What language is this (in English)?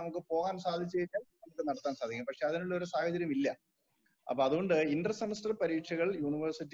Malayalam